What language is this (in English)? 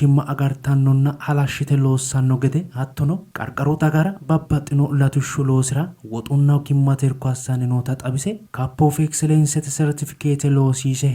Sidamo